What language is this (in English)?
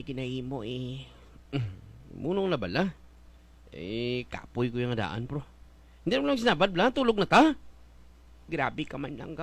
Hiligaynon